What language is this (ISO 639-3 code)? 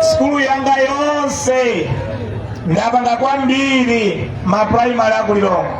nya